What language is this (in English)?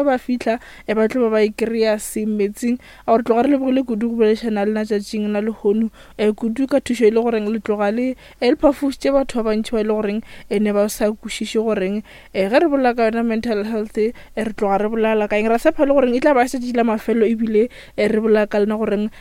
Northern Sotho